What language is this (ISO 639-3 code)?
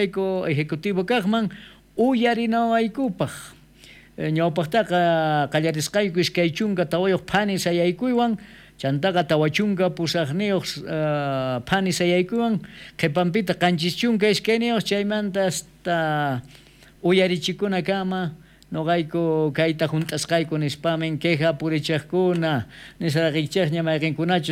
quh